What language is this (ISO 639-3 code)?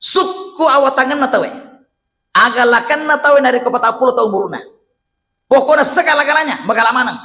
bug